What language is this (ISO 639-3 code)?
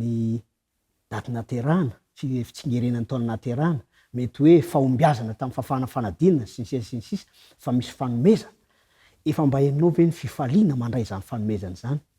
mlg